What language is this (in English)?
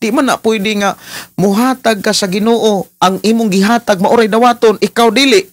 Cebuano